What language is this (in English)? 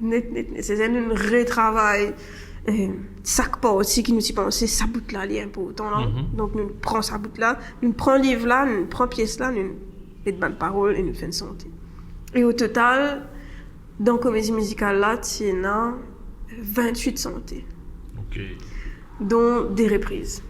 Morisyen